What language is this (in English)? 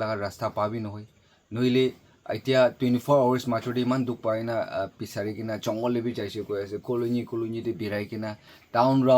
Naga Pidgin